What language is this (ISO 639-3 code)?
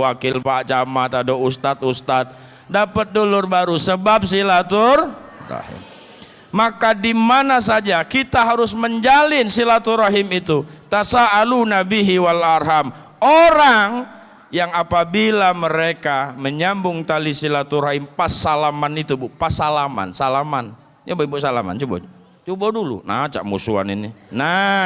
mui